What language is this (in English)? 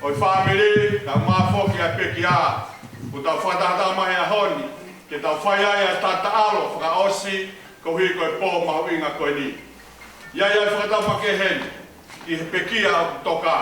Tongan